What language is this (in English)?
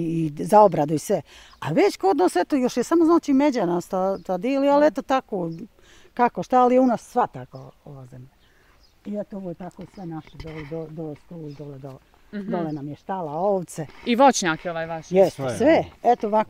Bosnian